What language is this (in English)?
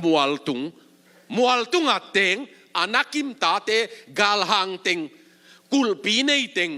Tedim Chin